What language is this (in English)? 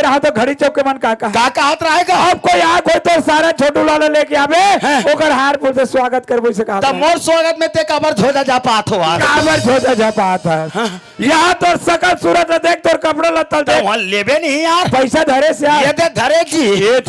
Chhattisgarhi